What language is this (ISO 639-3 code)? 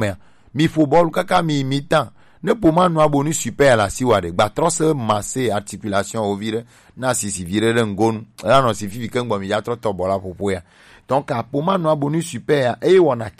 gej